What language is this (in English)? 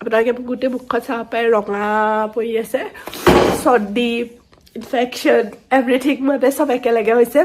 Assamese